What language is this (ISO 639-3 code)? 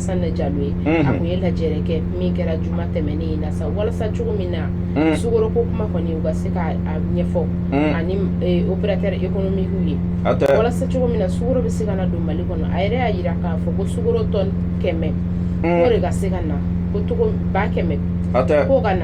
bam